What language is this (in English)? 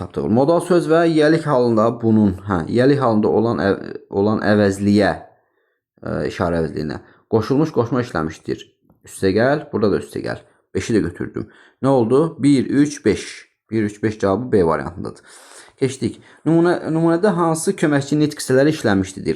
Azerbaijani